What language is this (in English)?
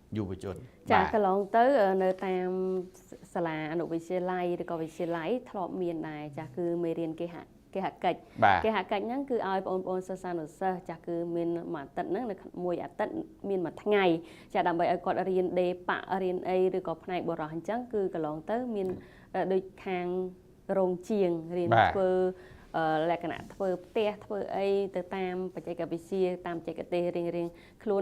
Khmer